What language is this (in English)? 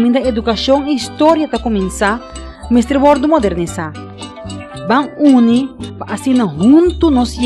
Papiamento